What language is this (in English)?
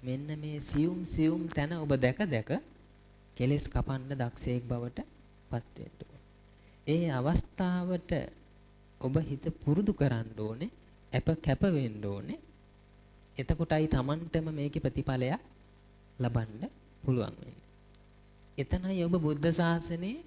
Sinhala